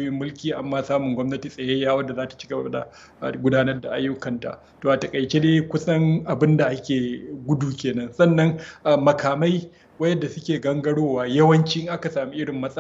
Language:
Hausa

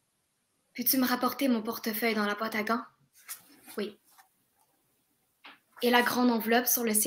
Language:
French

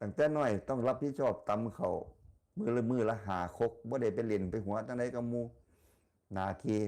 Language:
Northeastern Thai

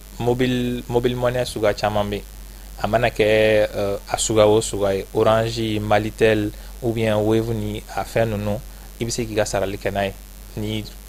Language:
Bambara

